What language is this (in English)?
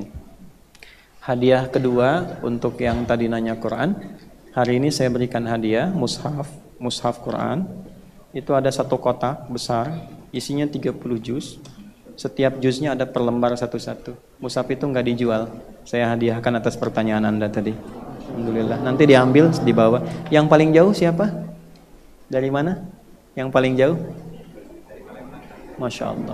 Indonesian